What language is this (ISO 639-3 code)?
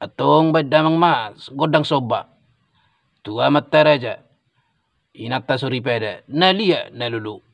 bbc